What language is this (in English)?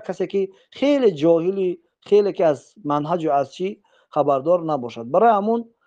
Tajik